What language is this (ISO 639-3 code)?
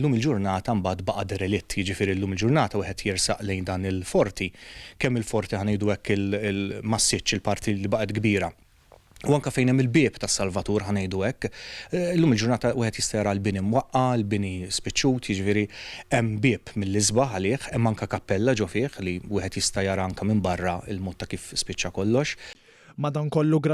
mlt